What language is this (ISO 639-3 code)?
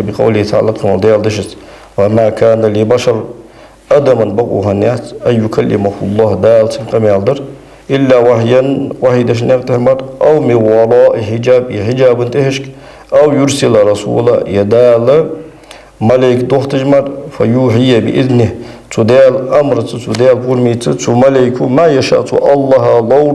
inh